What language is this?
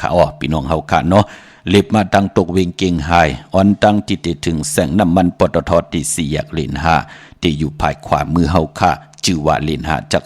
Shan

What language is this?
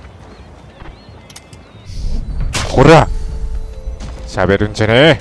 Japanese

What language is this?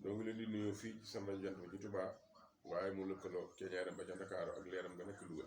Wolof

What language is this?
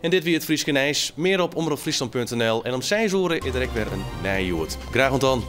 Western Frisian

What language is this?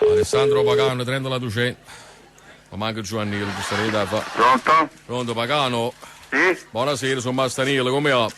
Neapolitan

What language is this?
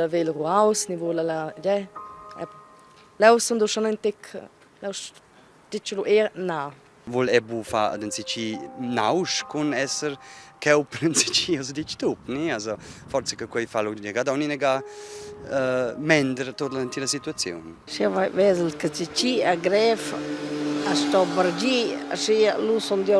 Romansh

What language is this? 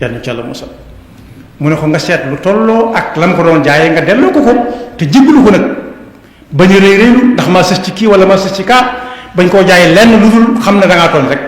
Wolof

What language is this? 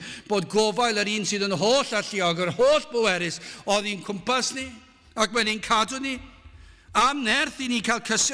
Welsh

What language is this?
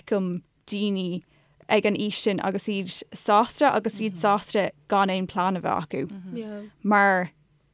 Irish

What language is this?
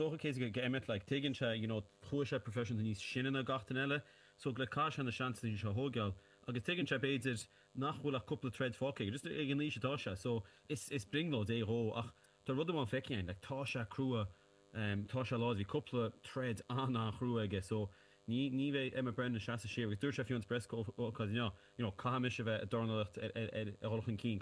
Irish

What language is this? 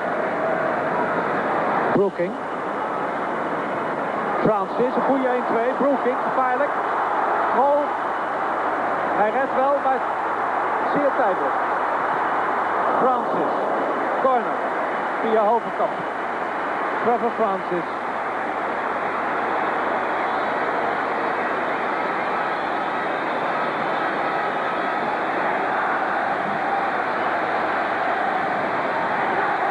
Dutch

